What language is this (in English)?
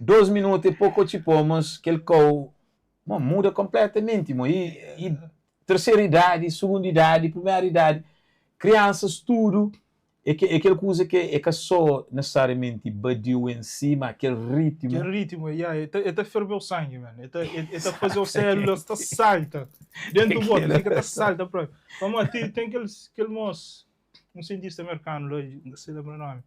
Kabuverdianu